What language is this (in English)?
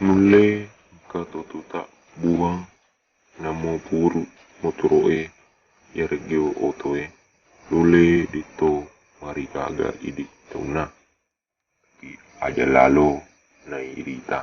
Buginese